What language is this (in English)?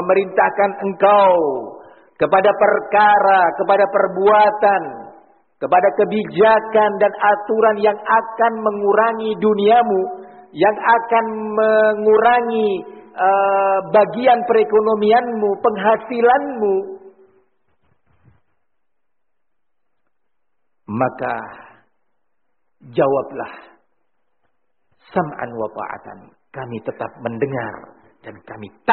Indonesian